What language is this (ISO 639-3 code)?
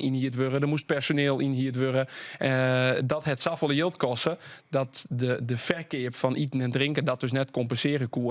fry